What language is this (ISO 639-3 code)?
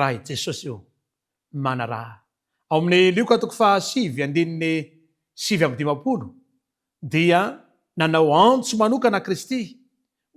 mlg